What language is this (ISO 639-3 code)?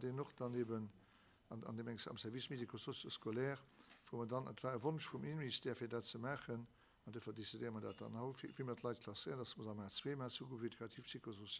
ltz